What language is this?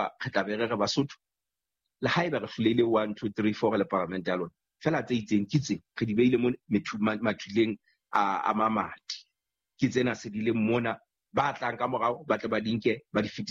Southern Sotho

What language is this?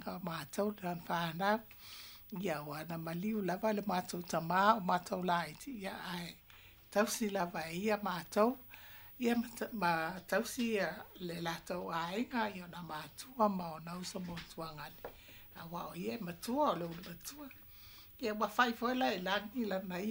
Samoan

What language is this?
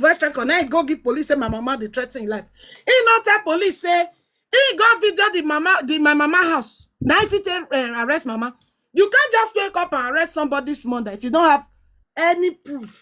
Nigerian Pidgin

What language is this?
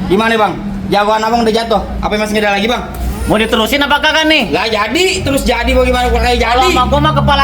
Betawi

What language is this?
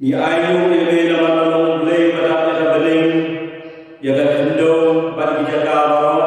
Khasi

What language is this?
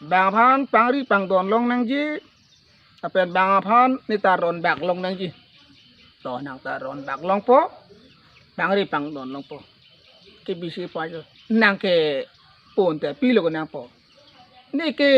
Karbi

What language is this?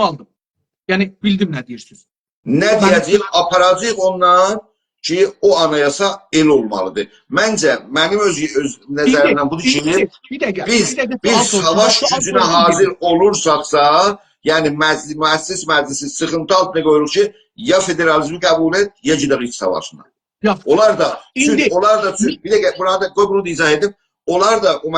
South Azerbaijani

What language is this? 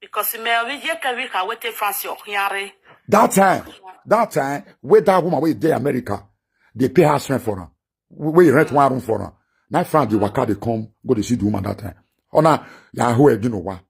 Nigerian Pidgin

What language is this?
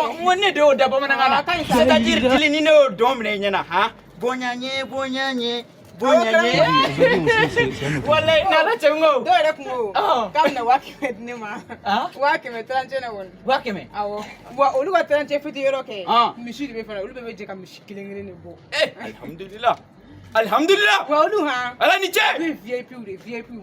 Bambara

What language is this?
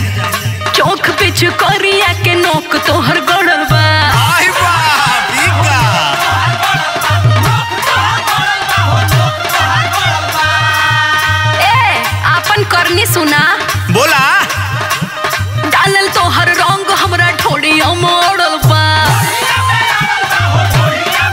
Bhojpuri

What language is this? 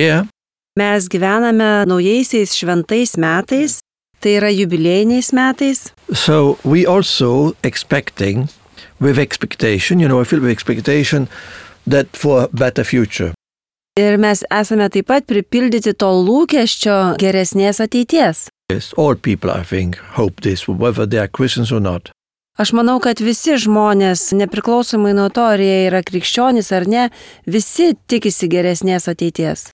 Lithuanian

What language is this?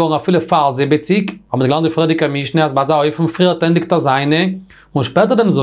Yiddish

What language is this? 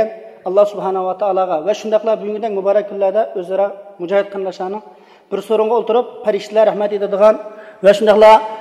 Uyghur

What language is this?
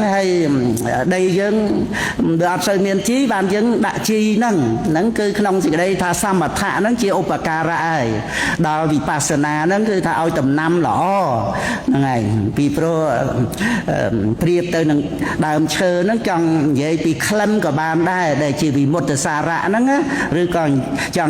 Khmer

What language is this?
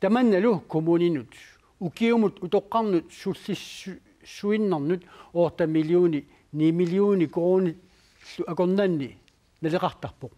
Kalaallisut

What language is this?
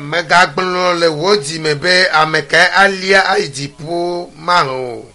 Ewe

